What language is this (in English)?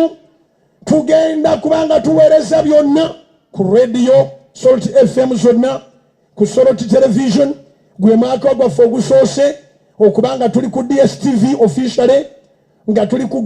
Ganda